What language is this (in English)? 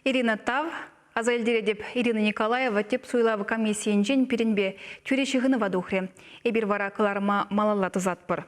Chuvash